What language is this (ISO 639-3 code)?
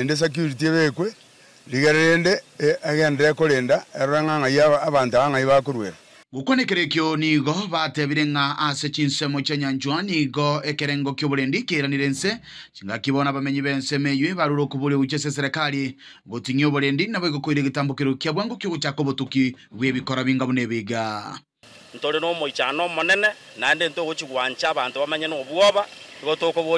guz